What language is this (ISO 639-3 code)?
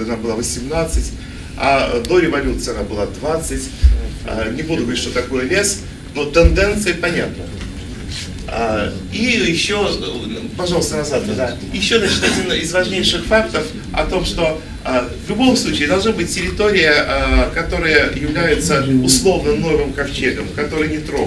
rus